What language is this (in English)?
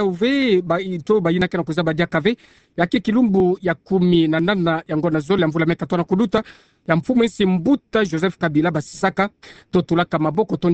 Kituba (Democratic Republic of Congo)